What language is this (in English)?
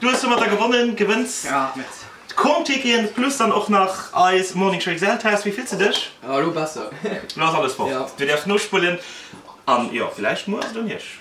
Luxembourgish